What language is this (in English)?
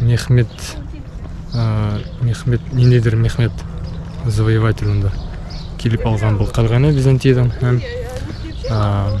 Bashkir